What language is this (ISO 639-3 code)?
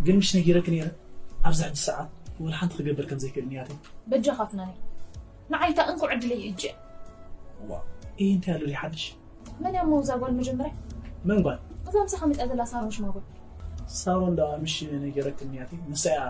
tir